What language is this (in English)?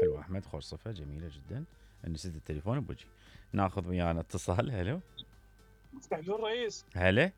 Mesopotamian Arabic